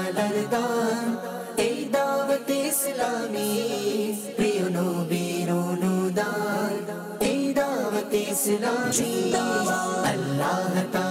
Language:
Bangla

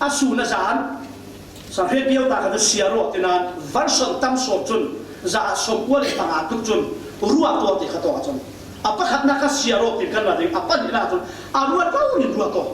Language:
Falam Chin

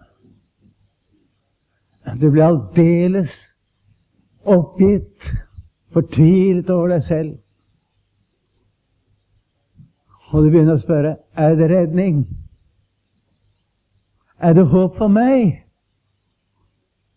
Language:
Norwegian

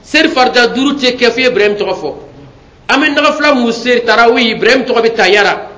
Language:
Bambara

